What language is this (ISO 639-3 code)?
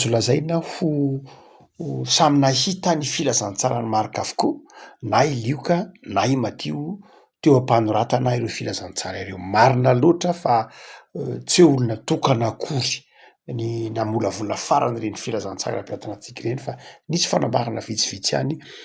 mlg